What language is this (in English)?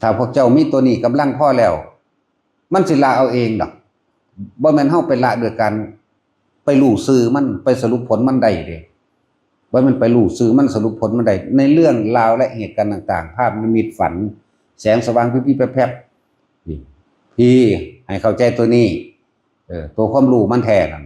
Northeastern Thai